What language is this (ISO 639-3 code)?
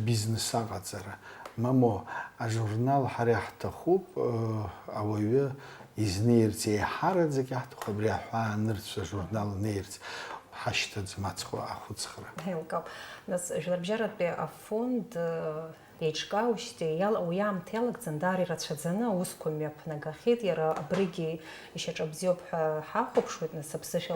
abk